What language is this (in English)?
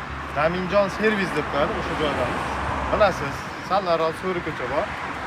Uzbek